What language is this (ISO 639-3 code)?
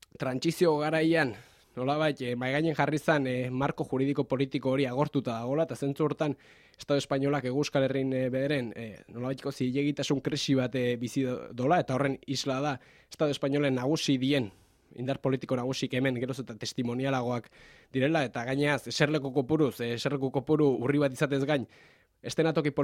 eus